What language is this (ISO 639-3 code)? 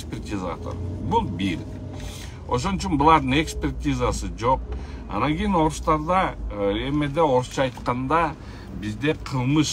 kir